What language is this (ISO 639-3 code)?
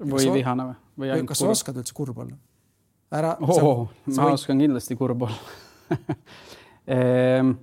est